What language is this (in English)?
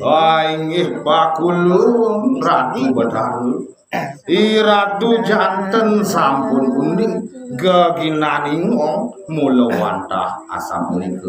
Balinese